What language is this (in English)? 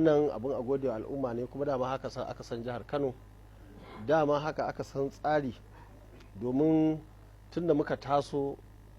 Hausa